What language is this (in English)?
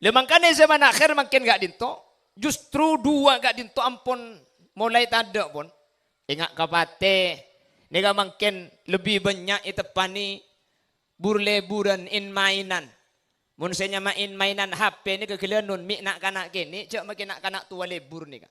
Madurese